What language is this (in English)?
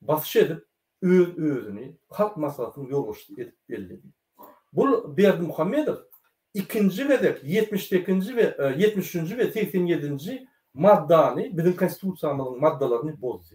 Turkmen